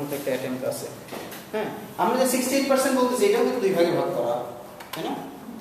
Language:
Bangla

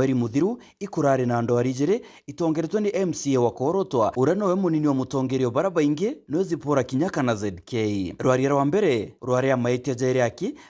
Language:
Meru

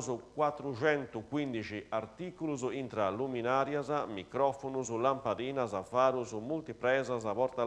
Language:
Sardinian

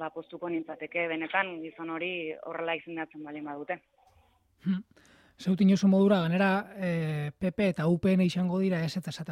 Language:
Basque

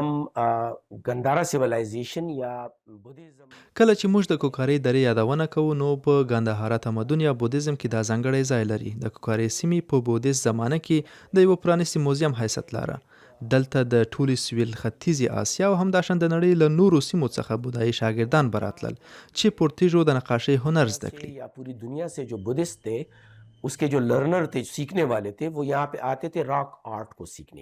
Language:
Pashto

